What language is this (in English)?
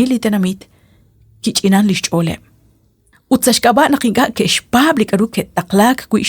Kekchí